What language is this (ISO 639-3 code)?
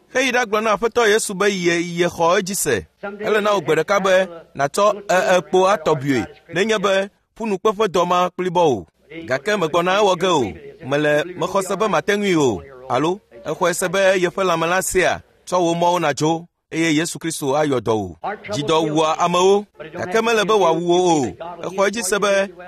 ewe